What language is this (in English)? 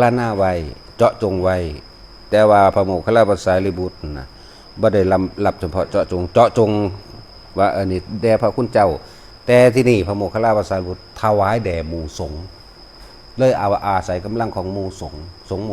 Northeastern Thai